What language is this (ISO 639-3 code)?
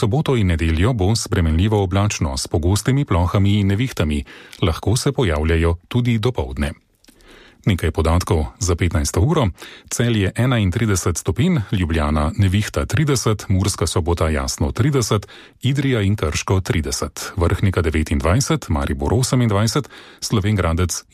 slv